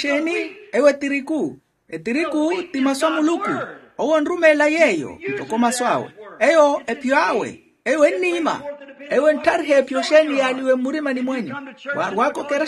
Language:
Makhuwa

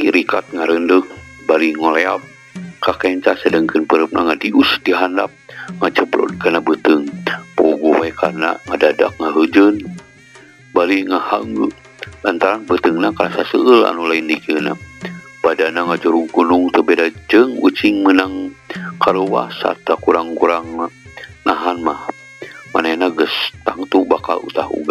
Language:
Sundanese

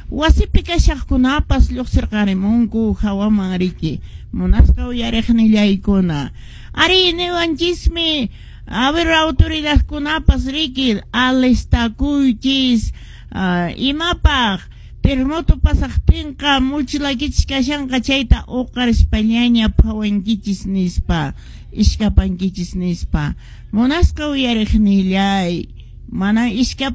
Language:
Quechua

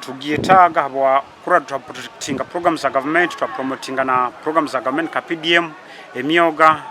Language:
Nyankole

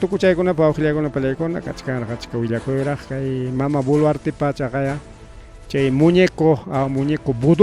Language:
Ayacucho Quechua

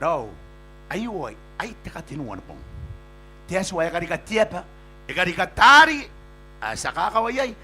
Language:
Gilbertese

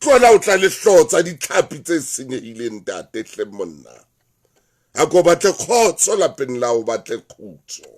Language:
Southern Sotho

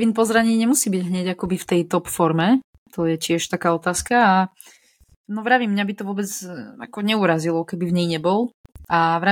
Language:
Slovak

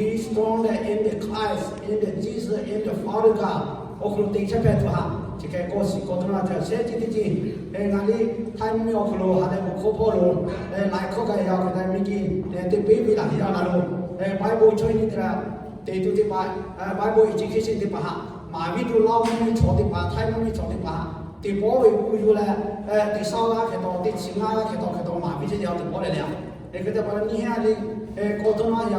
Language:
Lahu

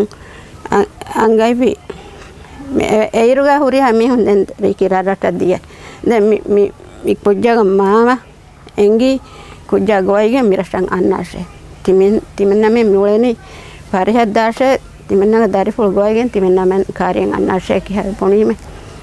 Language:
Divehi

